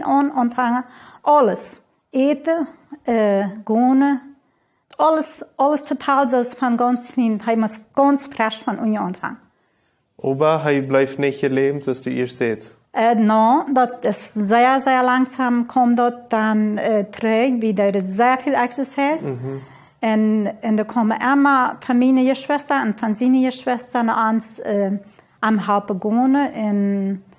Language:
Plautdietsch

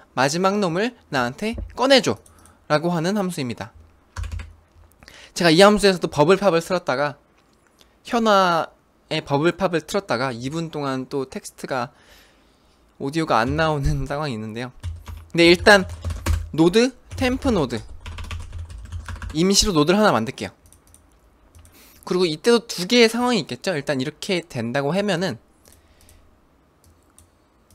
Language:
Korean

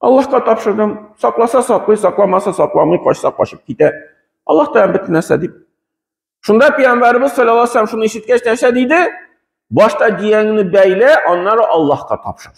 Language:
Tatar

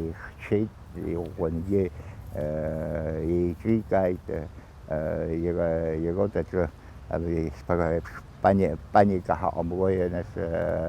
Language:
Abkhazian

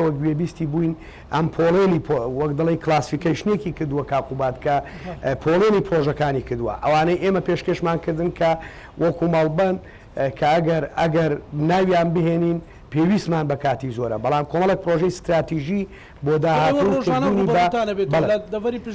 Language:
Central Kurdish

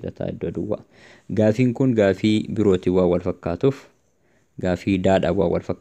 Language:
Oromo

